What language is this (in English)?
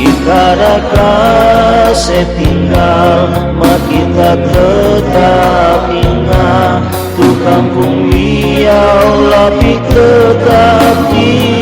Manado Malay